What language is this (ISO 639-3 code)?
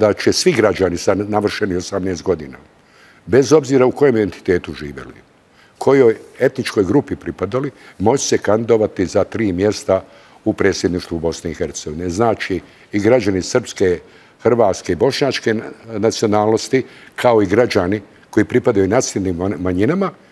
bos